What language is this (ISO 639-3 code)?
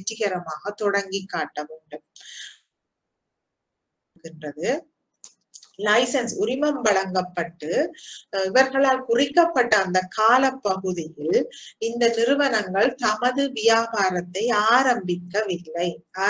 tam